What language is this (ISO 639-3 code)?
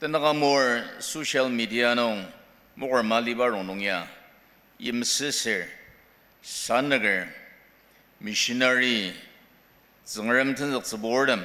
njo